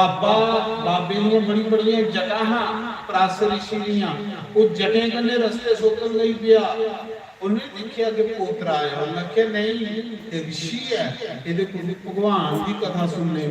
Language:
Dogri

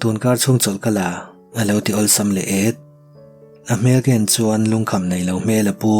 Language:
Mizo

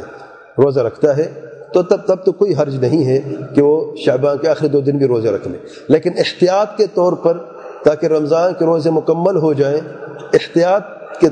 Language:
Urdu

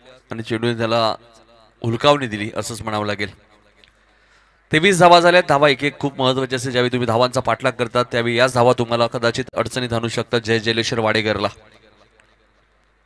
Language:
Marathi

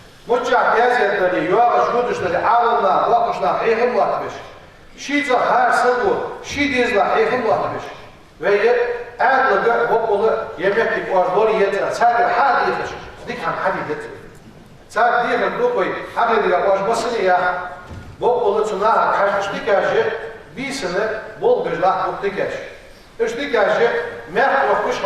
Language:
Ingush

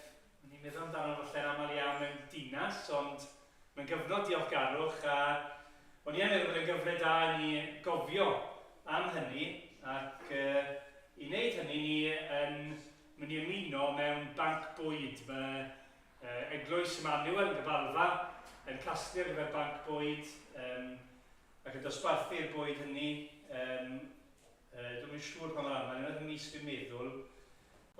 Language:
Welsh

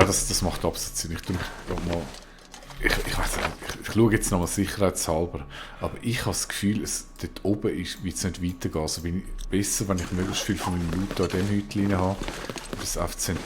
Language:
Swiss German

